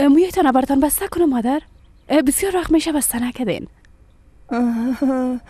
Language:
Persian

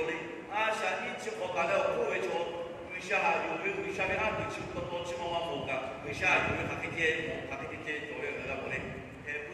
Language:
Lahu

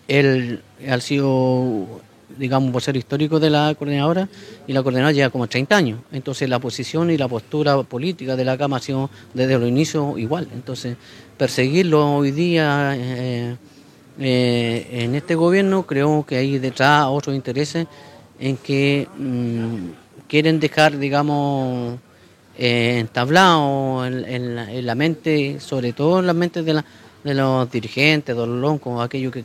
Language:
Spanish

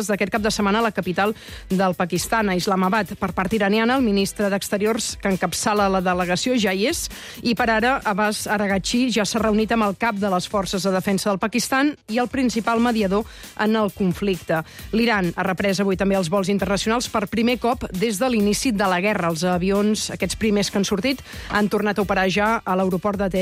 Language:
Catalan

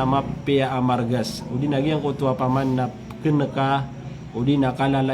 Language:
Maranao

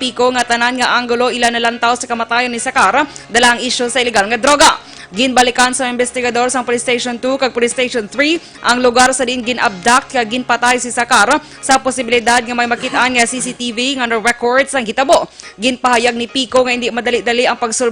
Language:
Hiligaynon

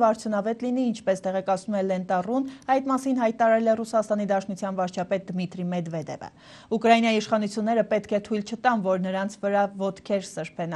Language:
Armenian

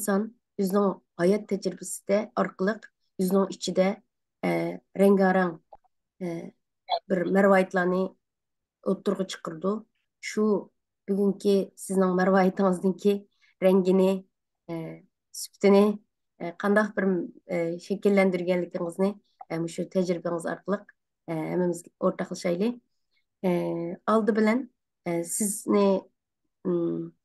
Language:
Uyghur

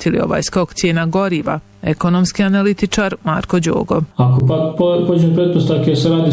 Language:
Bosnian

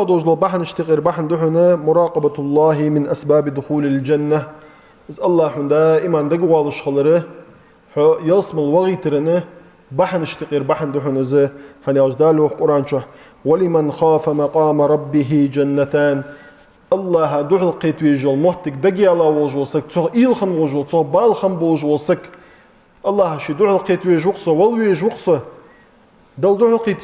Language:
Ingush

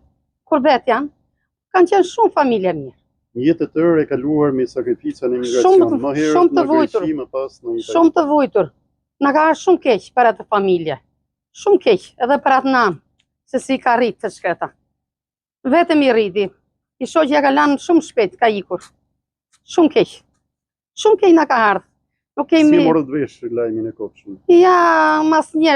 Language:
Albanian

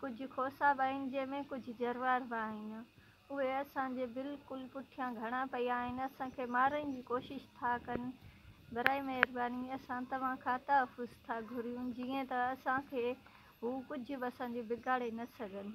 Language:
Sindhi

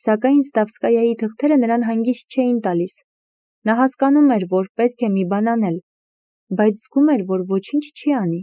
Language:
Armenian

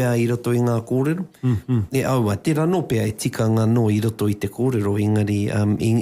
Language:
Māori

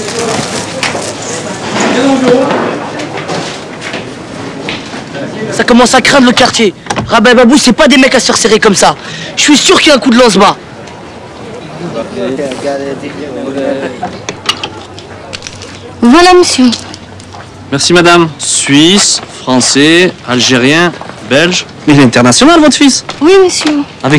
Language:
French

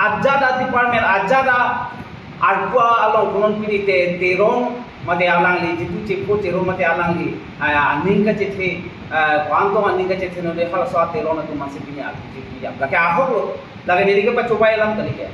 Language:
Karbi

